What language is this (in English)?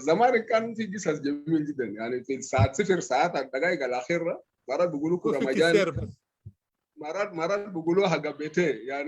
Sudanese Arabic